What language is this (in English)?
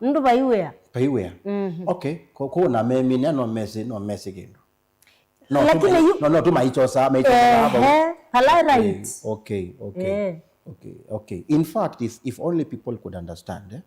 Kamba